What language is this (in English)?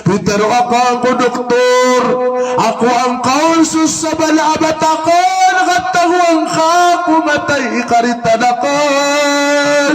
Maranao